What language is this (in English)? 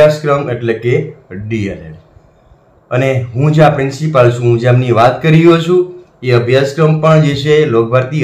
Gujarati